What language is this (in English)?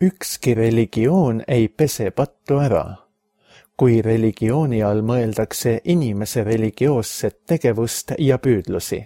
Estonian